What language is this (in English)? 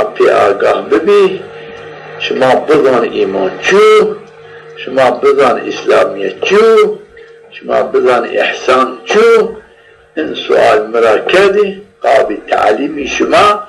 Zaza